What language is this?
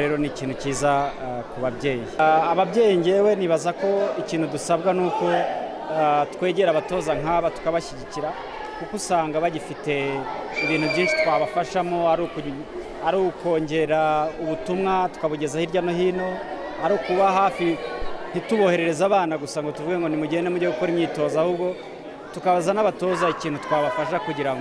Kinyarwanda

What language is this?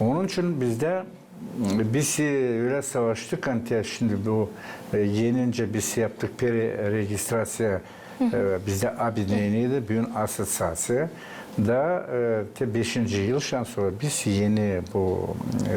Gagauz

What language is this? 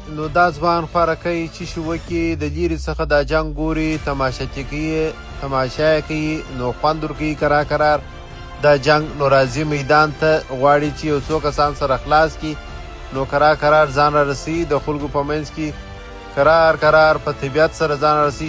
Pashto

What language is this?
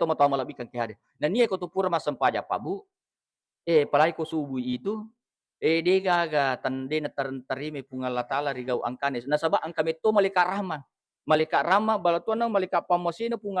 Buginese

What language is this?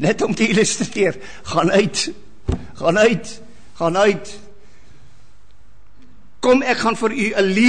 Afrikaans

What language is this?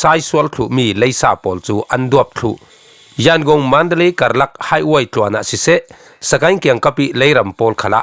Falam Chin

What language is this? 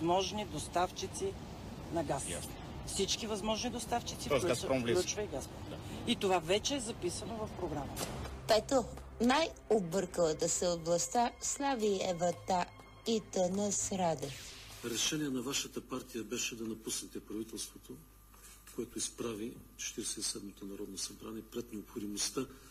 Bulgarian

